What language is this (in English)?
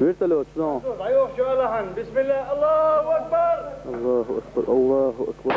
Chechen